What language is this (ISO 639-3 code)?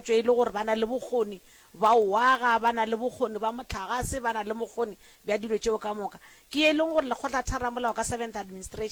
nso